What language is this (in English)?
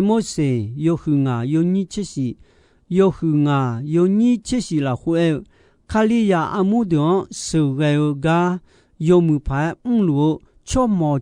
Akha